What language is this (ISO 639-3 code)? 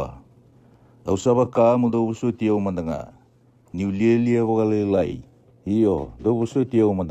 fij